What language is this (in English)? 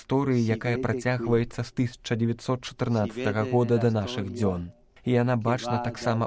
Belarusian